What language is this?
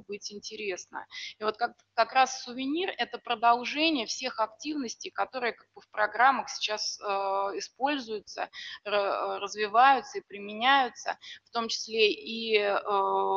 Russian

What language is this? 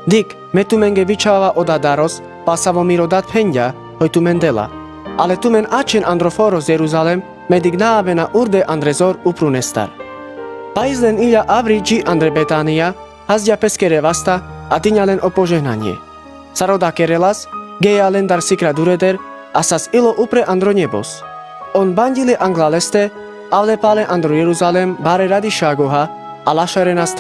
Carpathian Romani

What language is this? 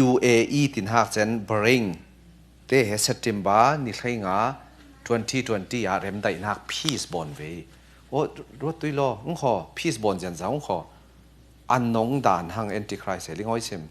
Falam Chin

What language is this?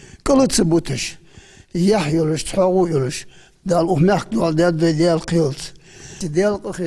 Ingush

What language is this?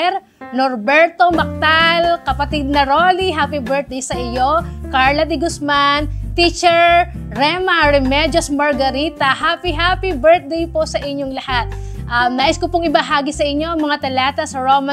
Filipino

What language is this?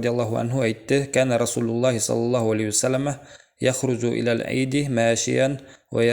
Bashkir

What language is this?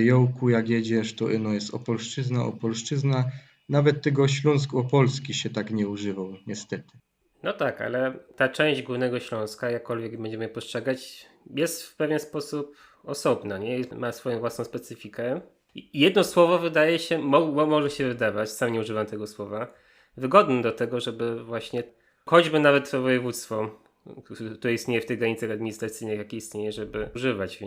Silesian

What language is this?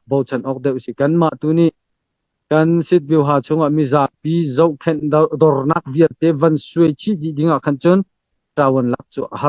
Hakha Chin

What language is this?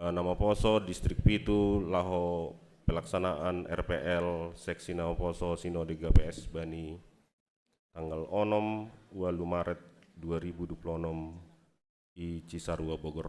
Batak Simalungun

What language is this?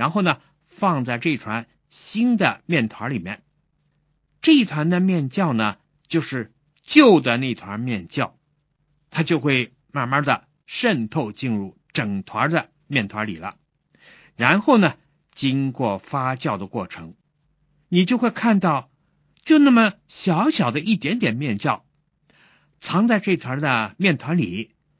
Chinese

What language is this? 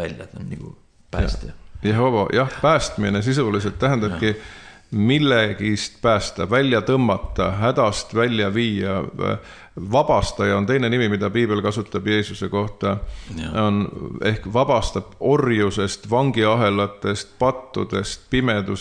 Estonian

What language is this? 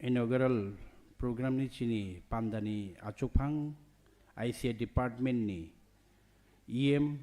Kok Borok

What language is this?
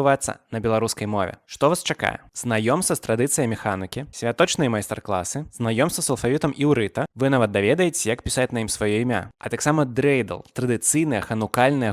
Belarusian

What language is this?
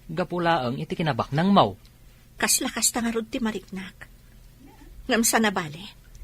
Iloko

